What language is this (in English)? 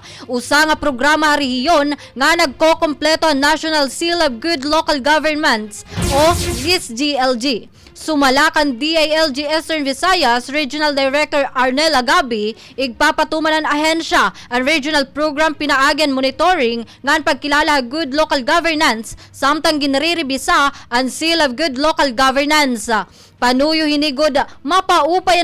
Waray